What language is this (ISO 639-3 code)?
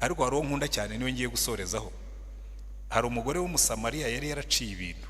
kin